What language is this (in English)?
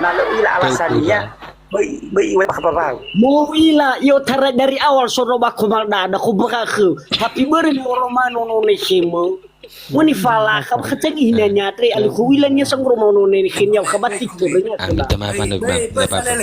Nias